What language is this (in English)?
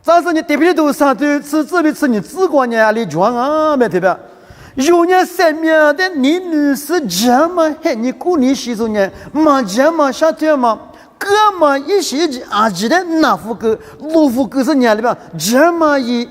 Lisu